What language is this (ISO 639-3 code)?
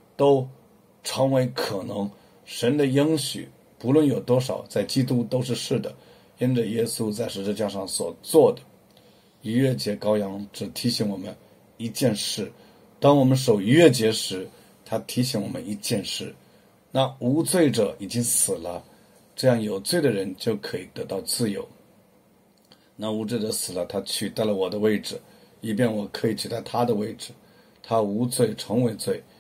zho